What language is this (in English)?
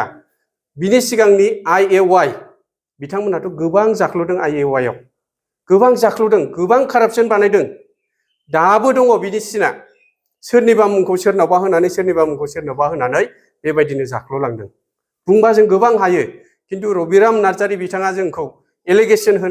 Bodo